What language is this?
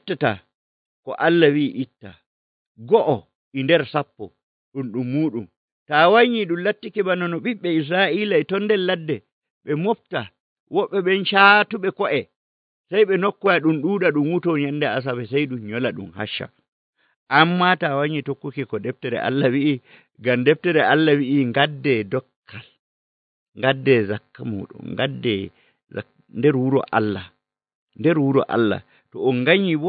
Nigerian Fulfulde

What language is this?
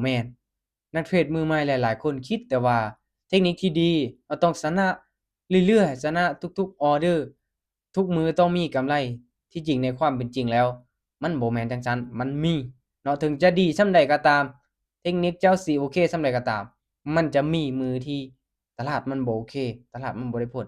Lao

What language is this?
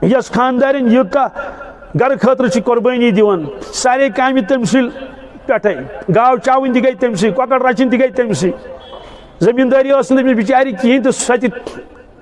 Kashmiri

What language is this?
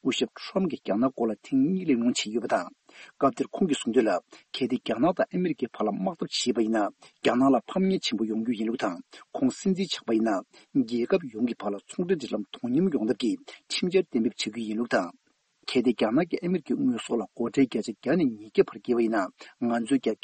Tibetan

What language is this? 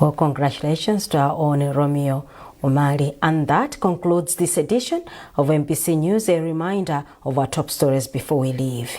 English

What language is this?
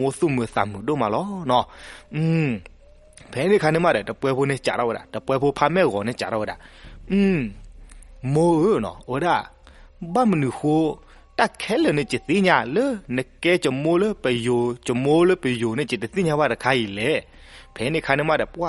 S'gaw Karen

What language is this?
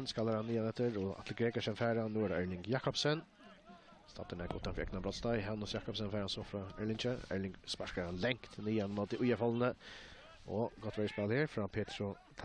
Faroese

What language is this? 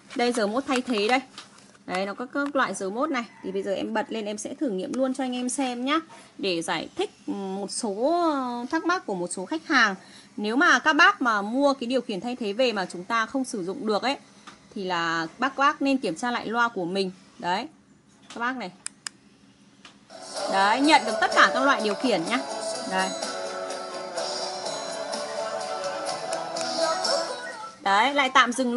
Vietnamese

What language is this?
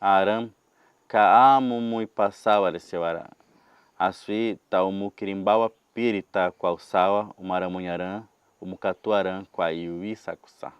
Nheengatu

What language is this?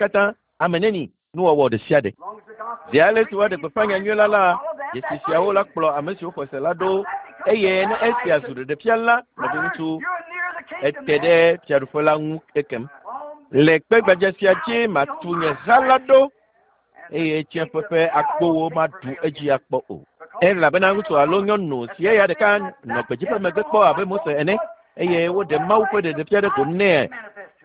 Ewe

